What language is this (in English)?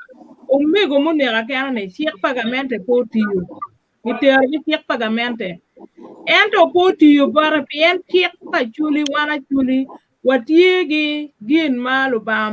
Acoli